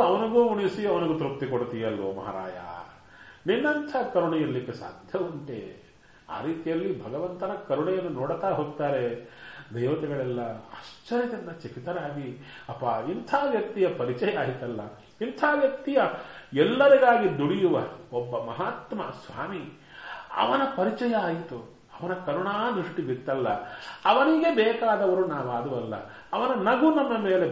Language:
Kannada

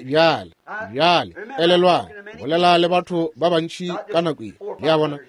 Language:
Northern Sotho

